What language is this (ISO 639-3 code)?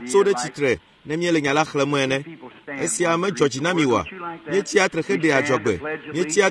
ewe